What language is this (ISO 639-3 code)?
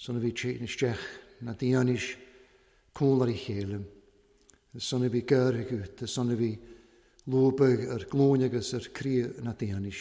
cym